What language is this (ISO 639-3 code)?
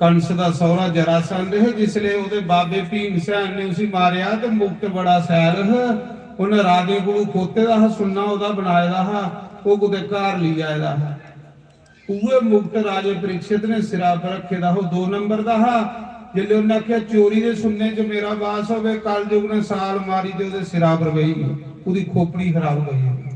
doi